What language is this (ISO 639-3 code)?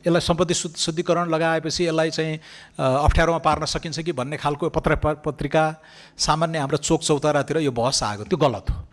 nep